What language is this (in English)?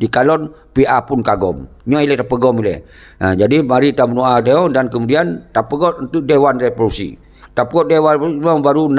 Achinese